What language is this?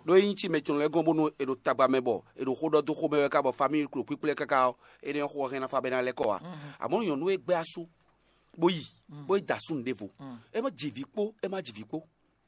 Fon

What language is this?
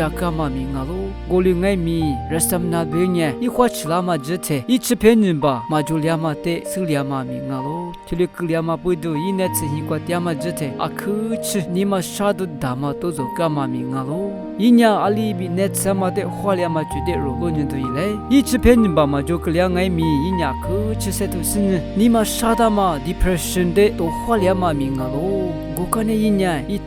Lisu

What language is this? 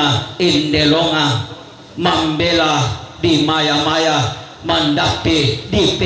Toraja-Sa'dan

